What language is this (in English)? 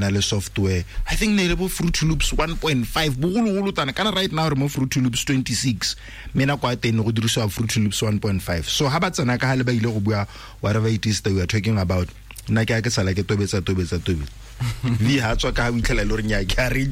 Tswana